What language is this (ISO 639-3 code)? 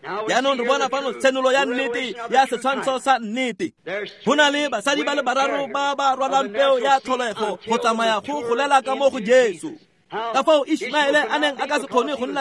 tsn